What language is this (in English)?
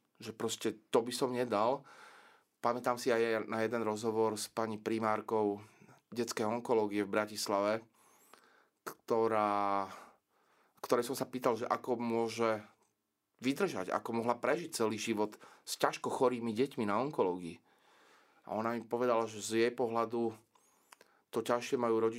Slovak